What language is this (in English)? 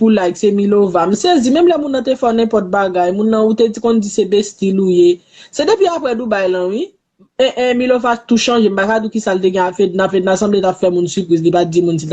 Haitian Creole